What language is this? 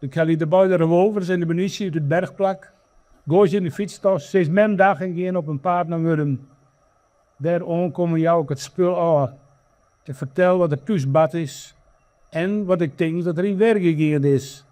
Western Frisian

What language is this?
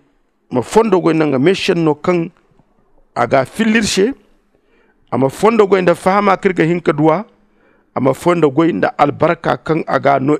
Zarma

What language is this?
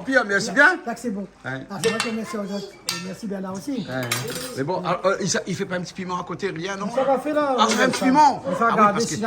Réunion Creole French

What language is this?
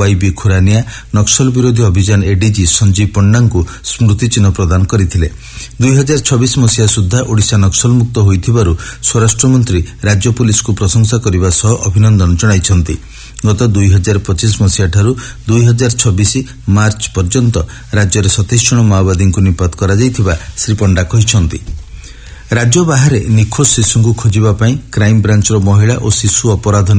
Odia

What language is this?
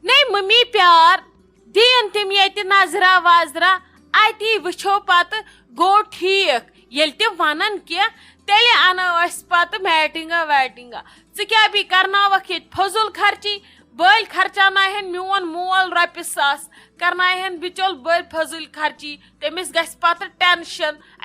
Kashmiri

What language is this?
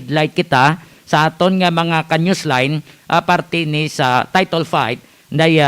Hiligaynon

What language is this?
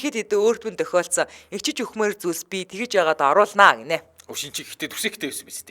Mongolian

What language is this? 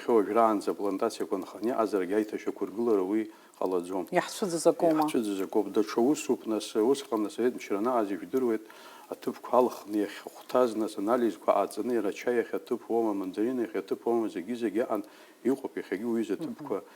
Abkhazian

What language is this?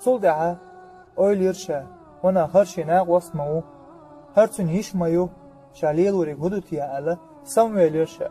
Chechen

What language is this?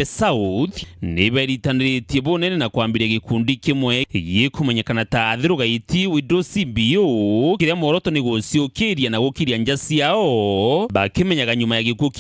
Meru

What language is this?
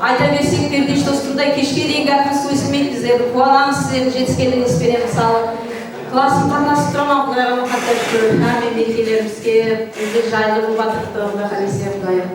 Kara-Kalpak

